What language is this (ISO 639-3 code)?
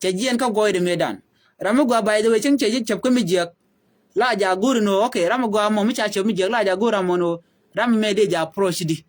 nus